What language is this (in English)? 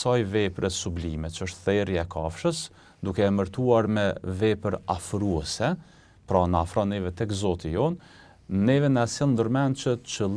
Albanian